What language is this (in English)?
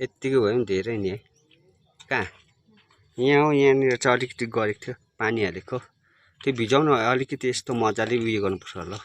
Nepali